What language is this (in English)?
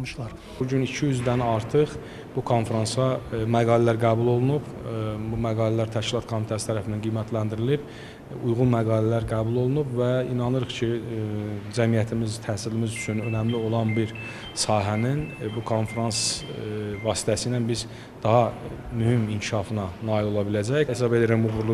Azerbaijani